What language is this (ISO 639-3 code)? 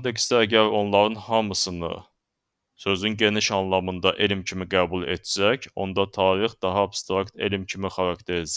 aze